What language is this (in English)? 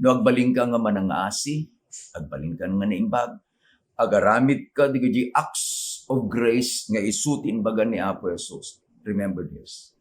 Iloko